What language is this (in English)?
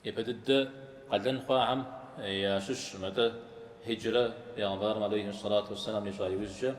Kabardian